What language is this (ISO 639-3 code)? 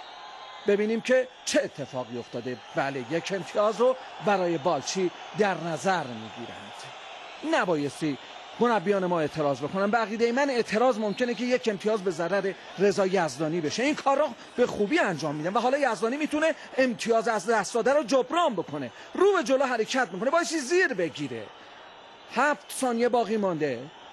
fas